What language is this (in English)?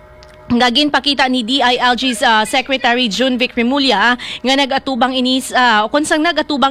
Hiligaynon